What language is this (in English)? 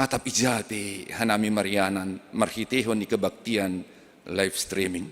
Batak Simalungun